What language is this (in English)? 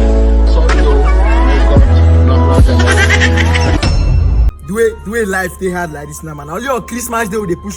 Nigerian Pidgin